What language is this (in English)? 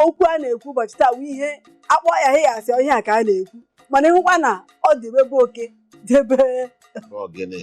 Igbo